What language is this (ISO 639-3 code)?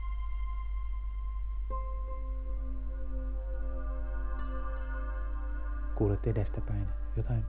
fin